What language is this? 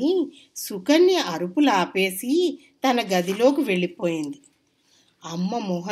Telugu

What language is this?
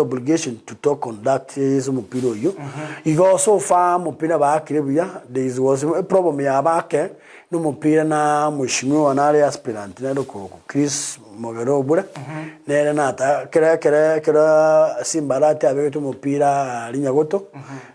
Gusii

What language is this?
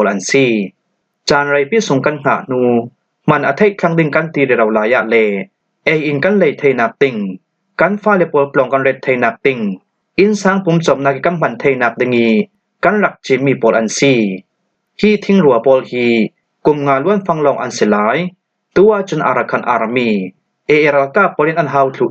Falam Chin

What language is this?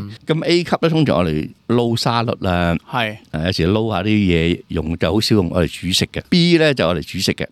Cantonese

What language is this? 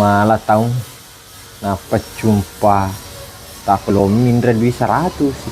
Buginese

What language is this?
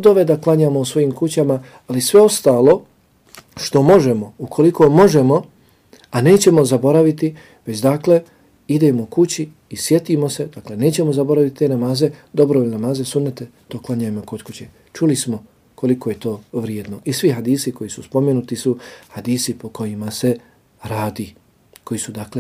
Bosnian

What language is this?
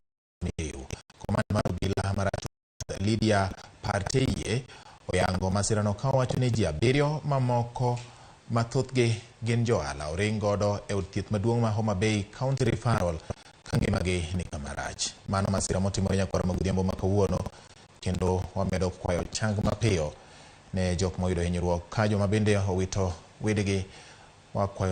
Luo (Kenya and Tanzania)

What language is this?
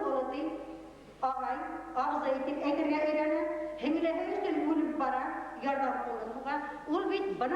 Bashkir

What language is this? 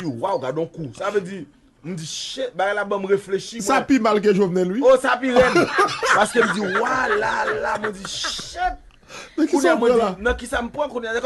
Haitian Creole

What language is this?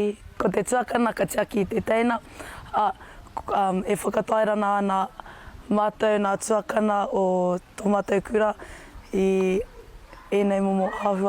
Māori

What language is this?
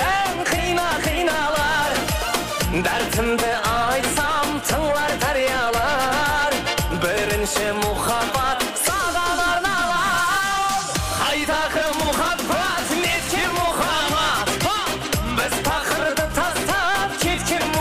Kara-Kalpak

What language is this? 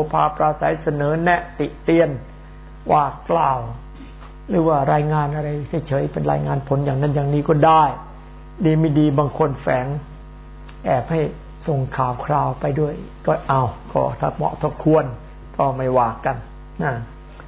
Thai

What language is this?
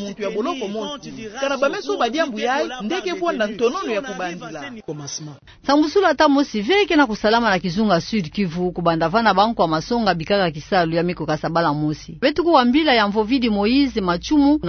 Kituba (Democratic Republic of Congo)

